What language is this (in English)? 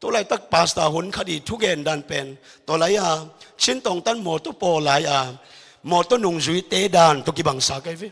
Tedim Chin